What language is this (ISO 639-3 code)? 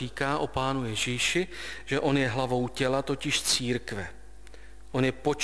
ces